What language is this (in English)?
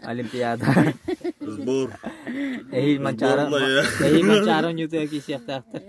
Yakut